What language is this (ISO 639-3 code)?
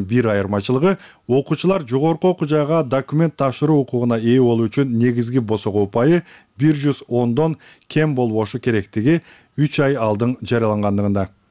kir